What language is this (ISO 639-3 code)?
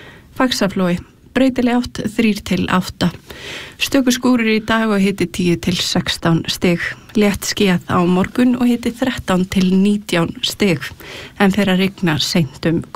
isl